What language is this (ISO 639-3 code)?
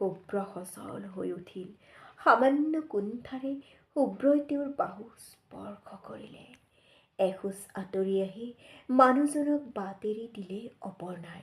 asm